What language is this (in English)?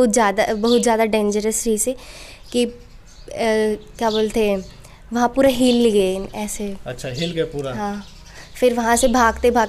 Chhattisgarhi